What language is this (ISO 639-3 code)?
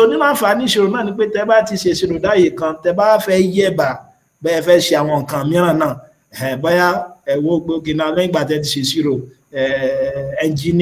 yor